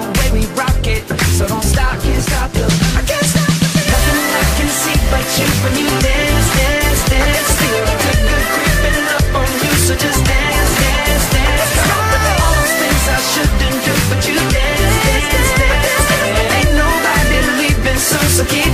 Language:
English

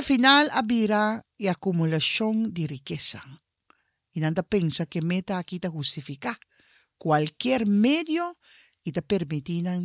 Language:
Papiamento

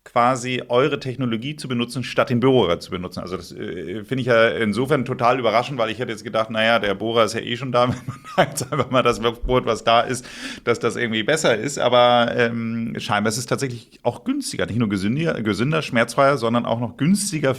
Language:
German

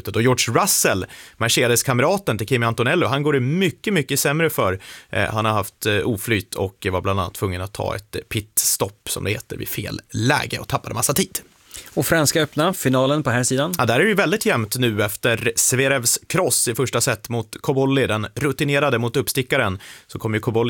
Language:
Swedish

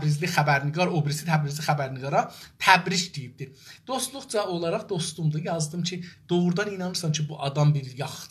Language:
South Azerbaijani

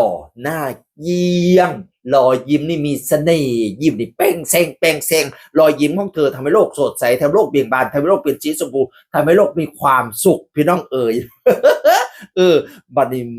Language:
Northeastern Thai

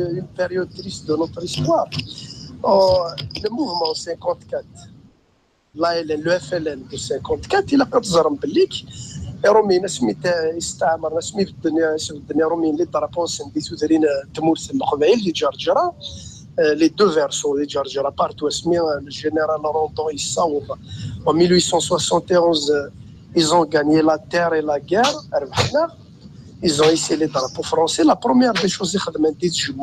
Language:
Kabyle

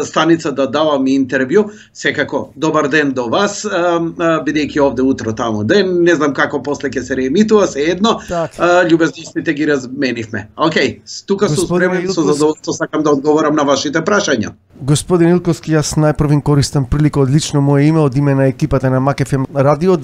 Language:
Macedonian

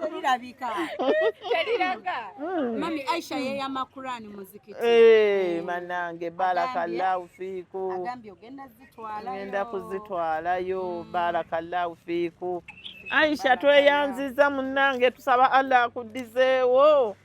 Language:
Ganda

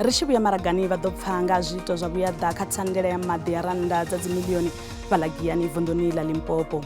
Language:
Venda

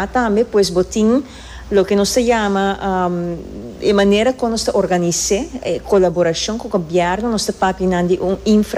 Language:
Papiamento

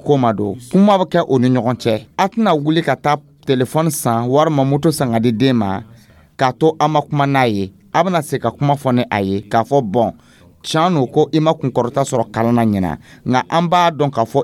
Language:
Dyula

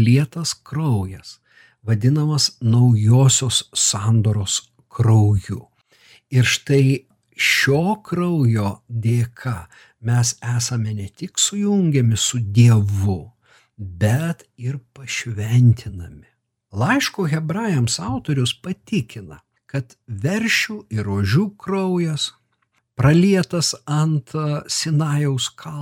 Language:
Lithuanian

